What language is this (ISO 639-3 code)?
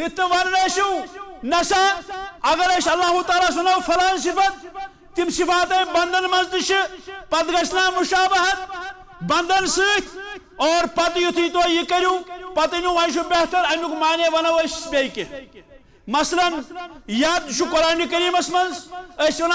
kas